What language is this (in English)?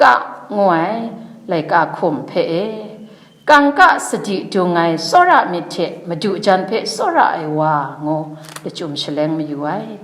Kachin